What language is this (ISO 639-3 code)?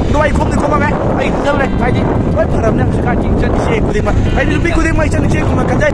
mni